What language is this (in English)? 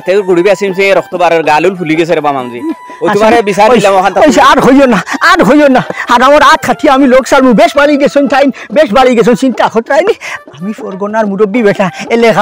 Sylheti